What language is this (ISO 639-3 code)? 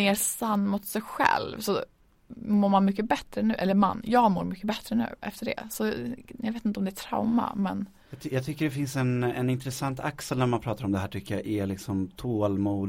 swe